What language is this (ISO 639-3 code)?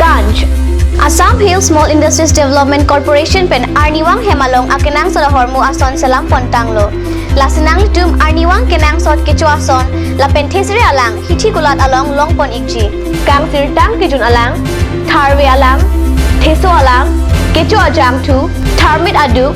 mjw